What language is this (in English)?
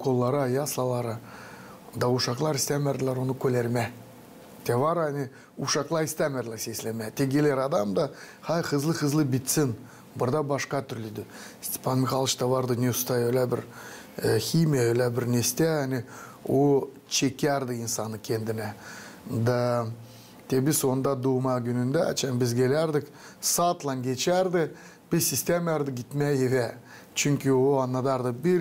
Gagauz